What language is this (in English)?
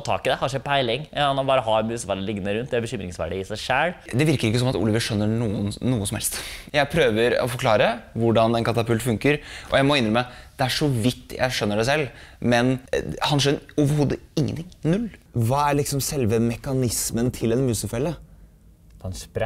Norwegian